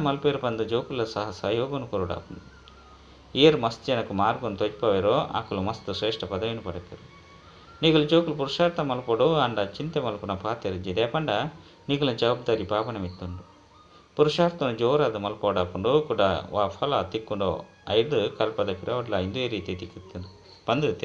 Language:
Tulu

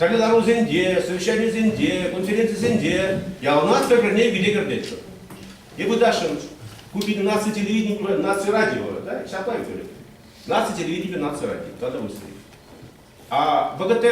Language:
Chuvash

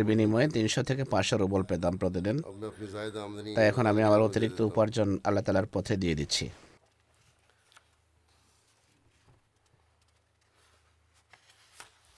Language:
Bangla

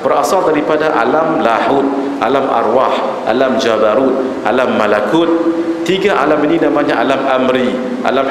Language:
Malay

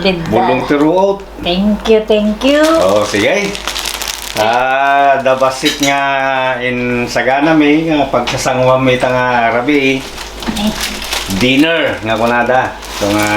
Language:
Iloko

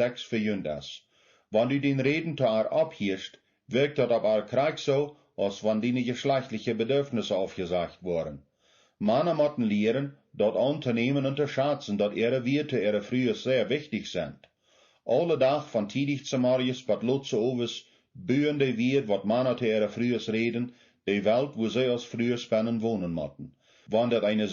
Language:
Plautdietsch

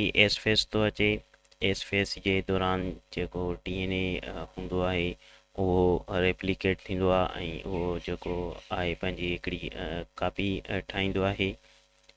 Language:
Sindhi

